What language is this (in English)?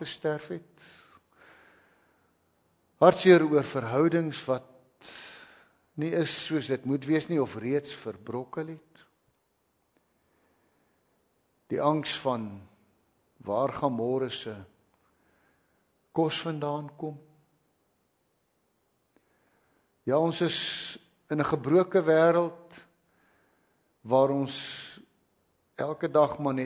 Afrikaans